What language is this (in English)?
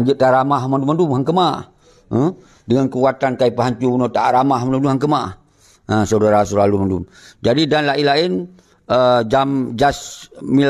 Achinese